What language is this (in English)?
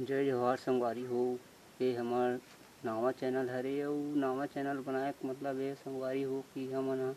Chhattisgarhi